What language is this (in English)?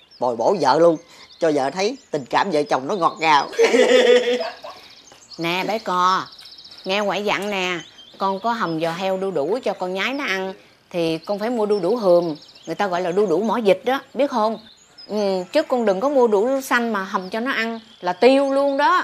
Vietnamese